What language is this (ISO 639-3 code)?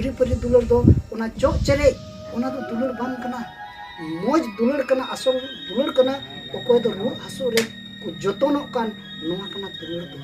sat